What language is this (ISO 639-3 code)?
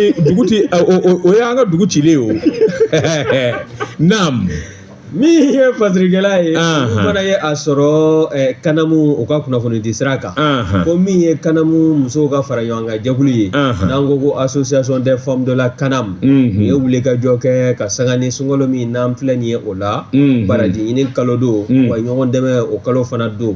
bam